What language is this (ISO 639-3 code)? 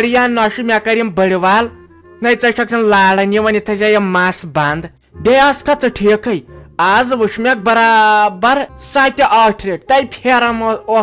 kas